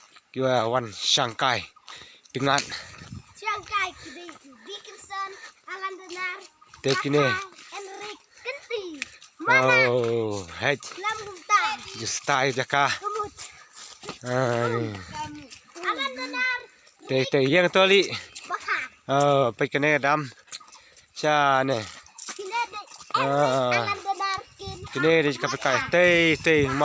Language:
Khasi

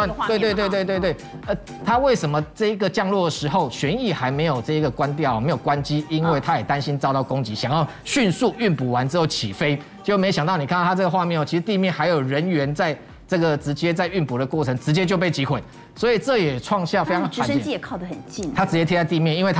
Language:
Chinese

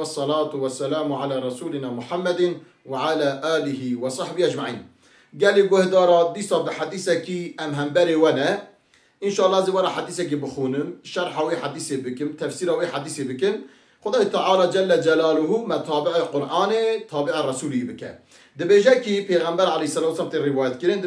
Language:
Kurdish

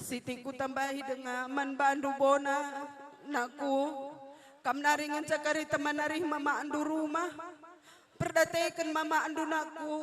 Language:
Batak Karo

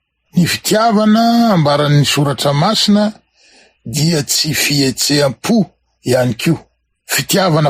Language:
Malagasy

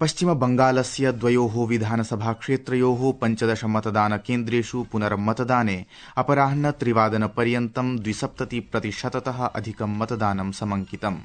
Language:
Sanskrit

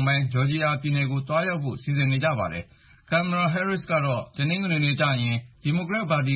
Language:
Burmese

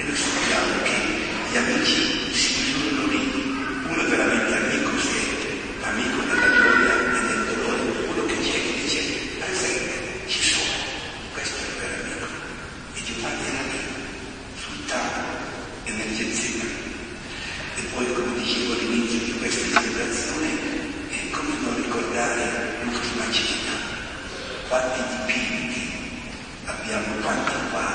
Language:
Italian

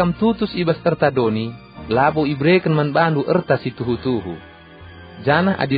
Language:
Batak Karo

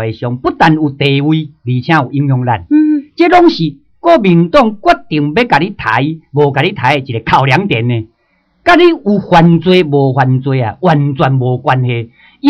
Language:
Min Nan Chinese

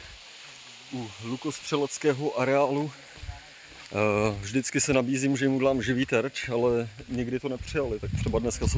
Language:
Czech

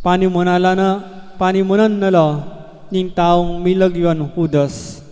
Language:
Pampanga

